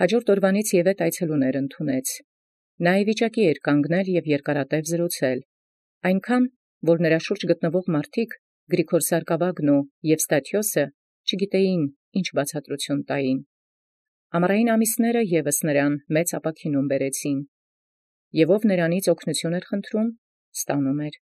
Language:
Armenian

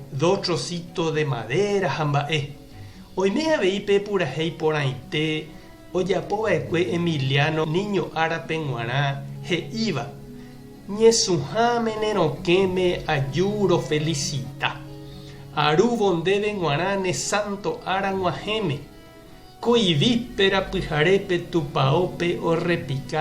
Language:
Guarani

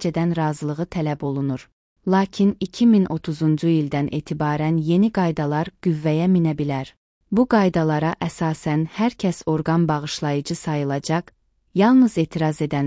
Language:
Azerbaijani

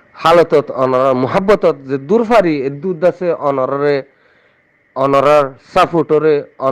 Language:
Rohingya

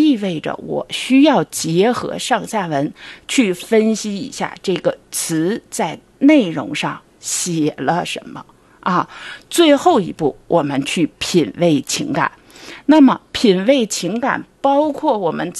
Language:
Chinese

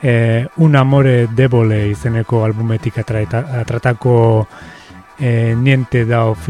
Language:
Basque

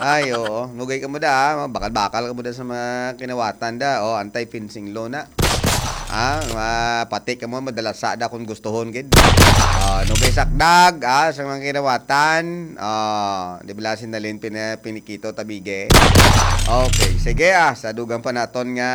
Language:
Hiligaynon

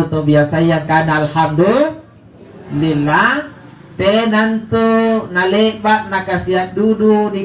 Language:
Makasar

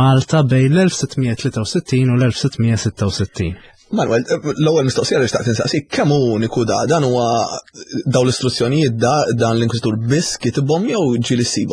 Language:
Maltese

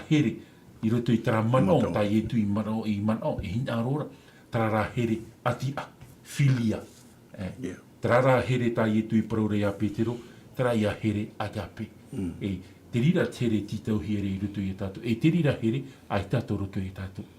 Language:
Tahitian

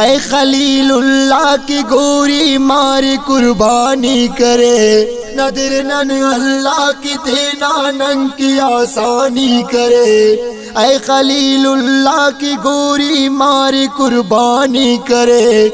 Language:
Brahui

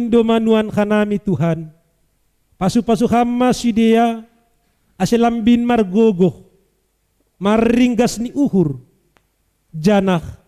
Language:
Batak Simalungun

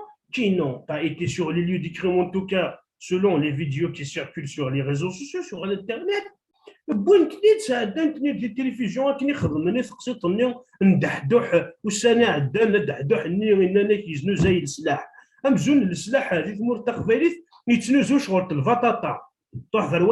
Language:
Kabyle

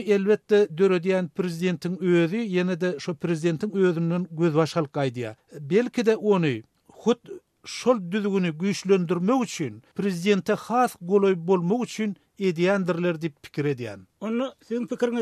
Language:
Turkmen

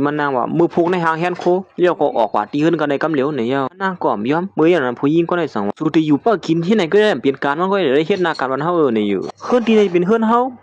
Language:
Shan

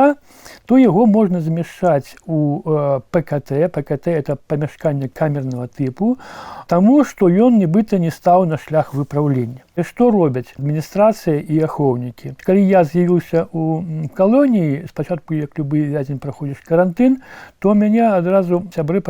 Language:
Belarusian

